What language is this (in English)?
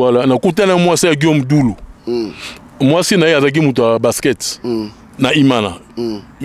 Lingala